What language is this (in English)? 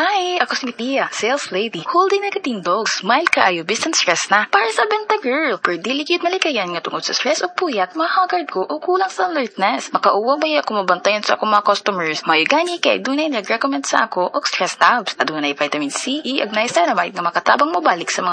Cebuano